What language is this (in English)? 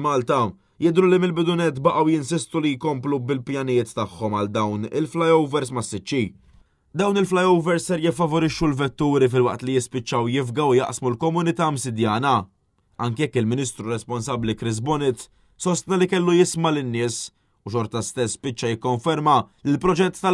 Maltese